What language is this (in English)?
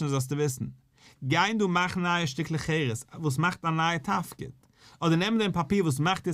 Yiddish